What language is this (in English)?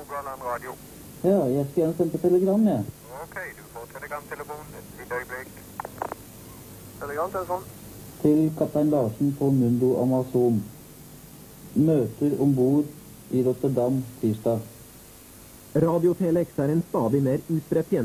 Norwegian